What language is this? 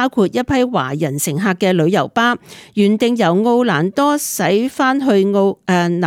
Cantonese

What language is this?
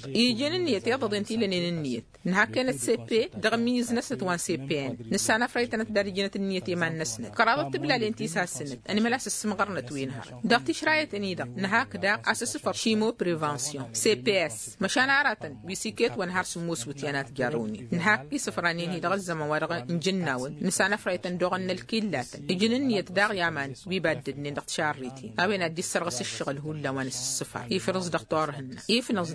Tamasheq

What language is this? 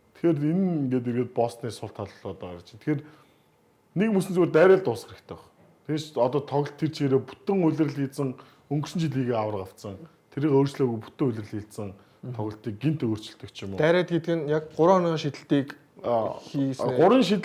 Mongolian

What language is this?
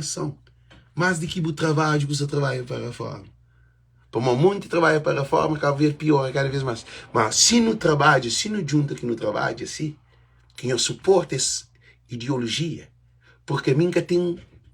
Kabuverdianu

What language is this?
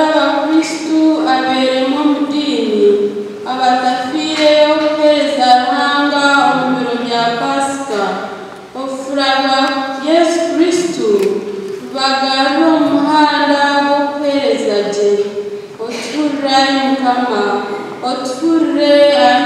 Nyankole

